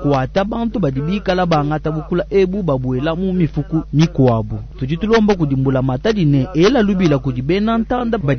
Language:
Luba-Lulua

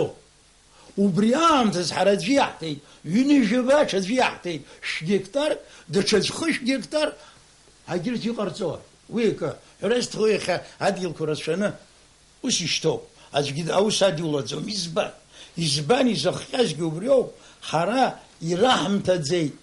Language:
Abkhazian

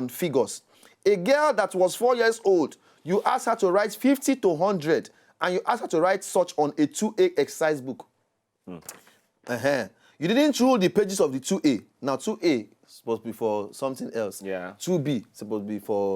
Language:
Nigerian Pidgin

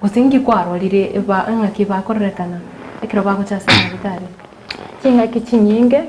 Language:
Gusii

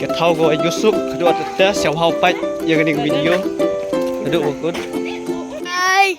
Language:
Khasi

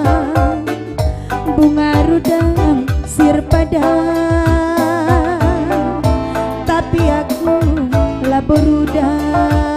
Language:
Batak Karo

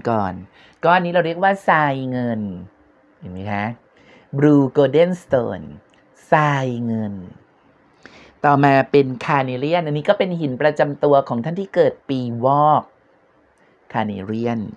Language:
Thai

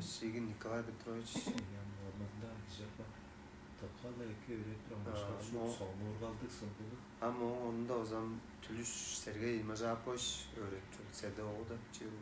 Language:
Tuvinian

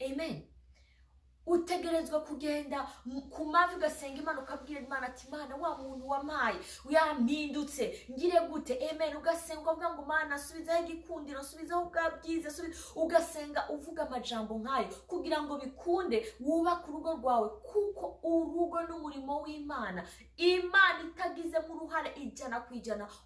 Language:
Rundi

